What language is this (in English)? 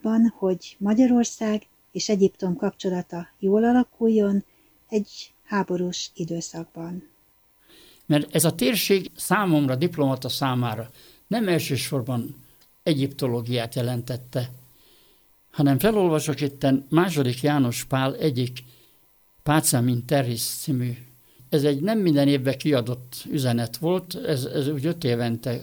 Hungarian